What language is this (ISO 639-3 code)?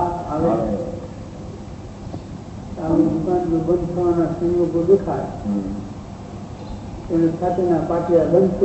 guj